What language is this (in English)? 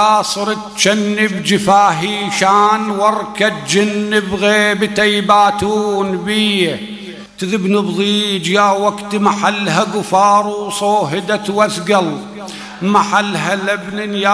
Mesopotamian Arabic